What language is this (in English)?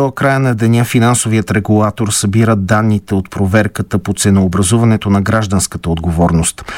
Bulgarian